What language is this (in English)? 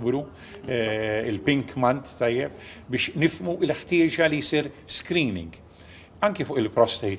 Maltese